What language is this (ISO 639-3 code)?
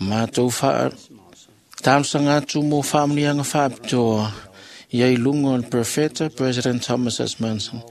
smo